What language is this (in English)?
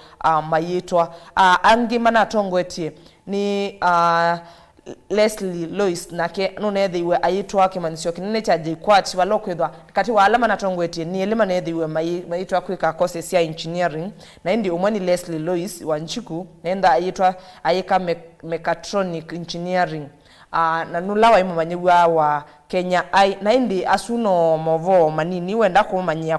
Kamba